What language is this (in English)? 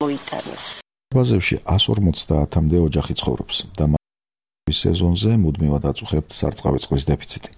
Georgian